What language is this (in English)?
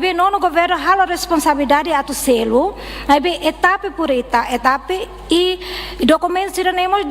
Tetum